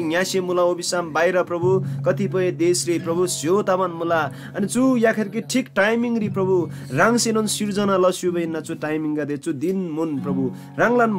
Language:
Eastern Tamang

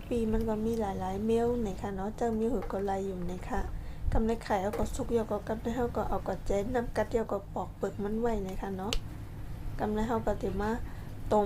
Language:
Shan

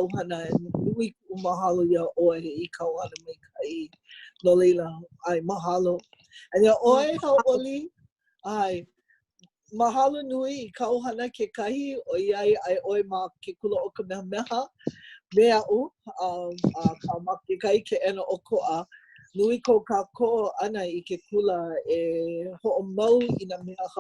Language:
Hawaiian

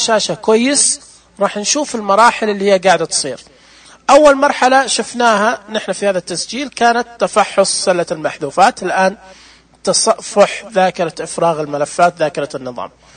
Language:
Najdi Arabic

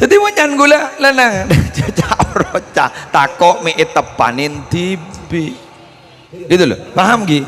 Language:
Madurese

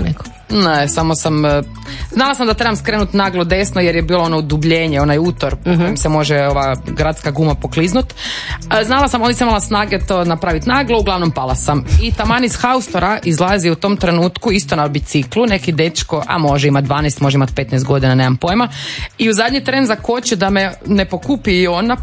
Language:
Croatian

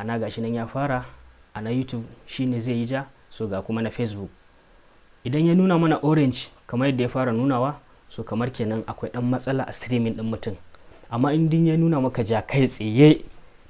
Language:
Hausa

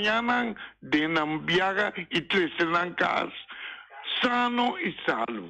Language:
Papiamento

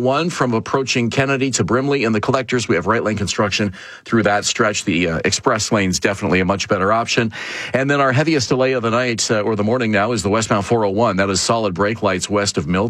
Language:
English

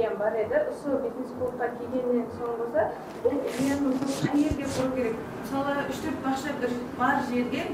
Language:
Kara-Kalpak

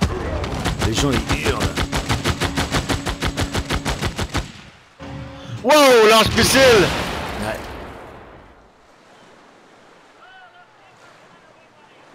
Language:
French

